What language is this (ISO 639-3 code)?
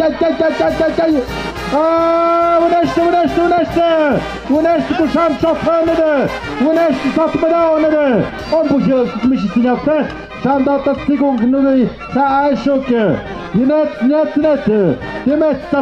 mxp